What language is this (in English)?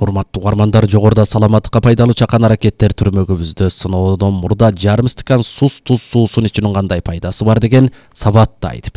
Kyrgyz